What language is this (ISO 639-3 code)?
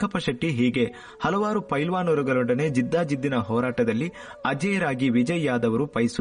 kan